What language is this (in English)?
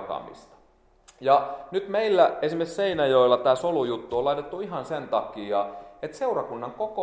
Finnish